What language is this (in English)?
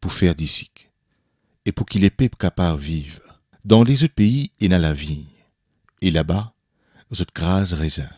Morisyen